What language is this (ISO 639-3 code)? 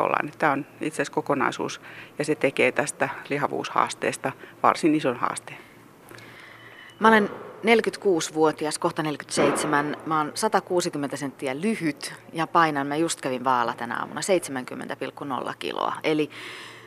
fin